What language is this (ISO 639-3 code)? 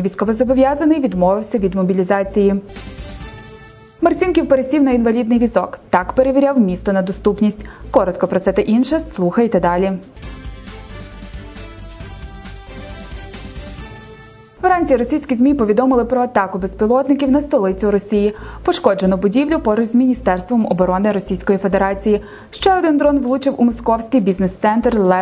ukr